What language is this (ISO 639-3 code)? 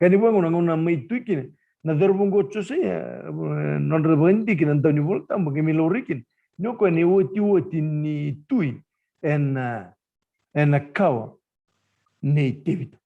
fij